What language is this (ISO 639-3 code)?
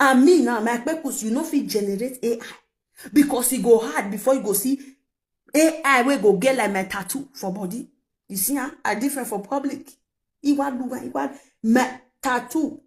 pcm